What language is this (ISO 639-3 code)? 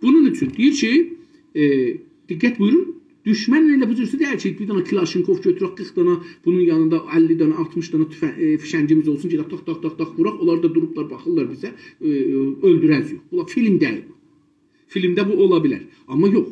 azb